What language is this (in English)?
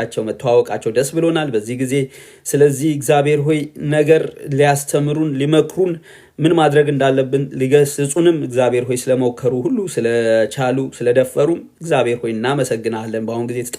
Amharic